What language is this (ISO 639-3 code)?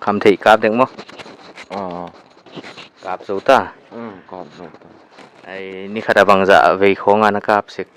pck